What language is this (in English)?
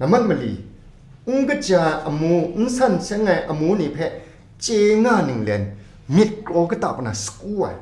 Kachin